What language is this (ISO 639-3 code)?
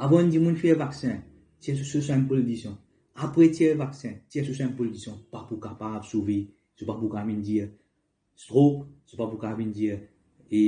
mfe